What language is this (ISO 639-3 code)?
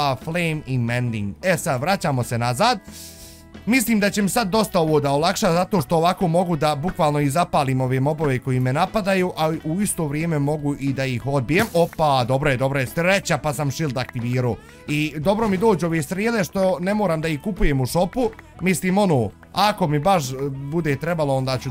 bos